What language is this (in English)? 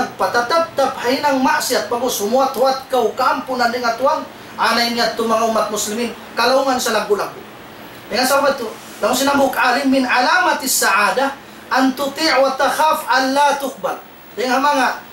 Tausug